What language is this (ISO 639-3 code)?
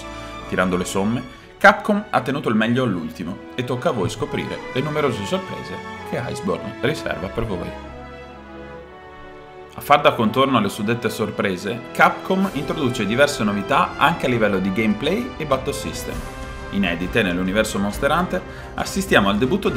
ita